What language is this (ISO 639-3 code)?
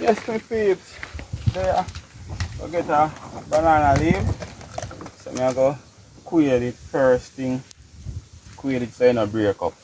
jam